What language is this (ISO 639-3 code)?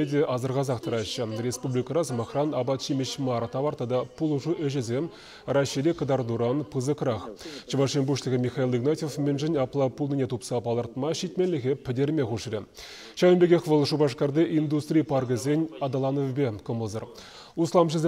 chv